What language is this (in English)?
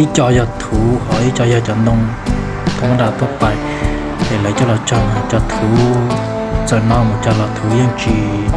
Hmong